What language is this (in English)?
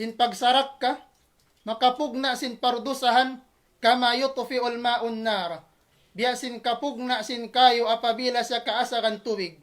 Tausug